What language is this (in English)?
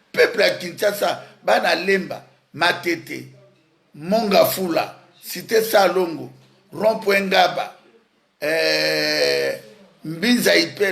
Lingala